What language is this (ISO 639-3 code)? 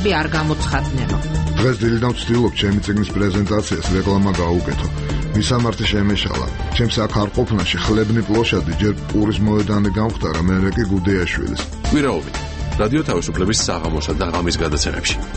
kat